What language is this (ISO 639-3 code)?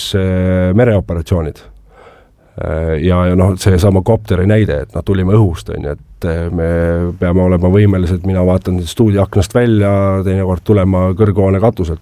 est